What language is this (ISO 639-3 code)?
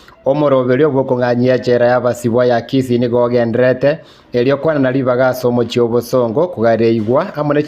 guz